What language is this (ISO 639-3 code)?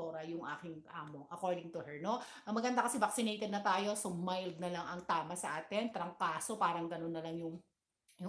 fil